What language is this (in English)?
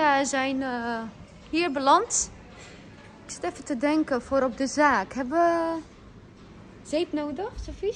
Dutch